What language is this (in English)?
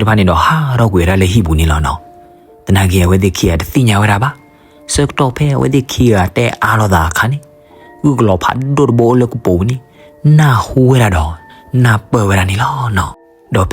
S'gaw Karen